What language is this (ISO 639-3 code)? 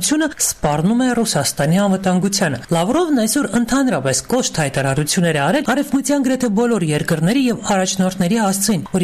hye